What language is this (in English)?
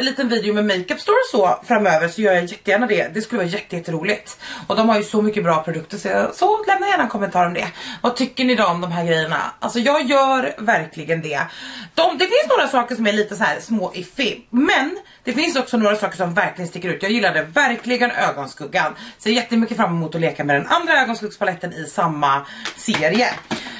Swedish